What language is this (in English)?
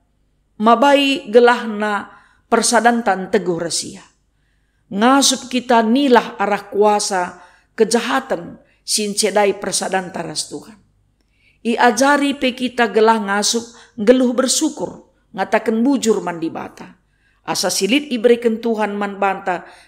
Batak Karo